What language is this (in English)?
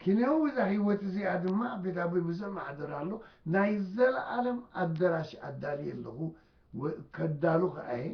Tigrinya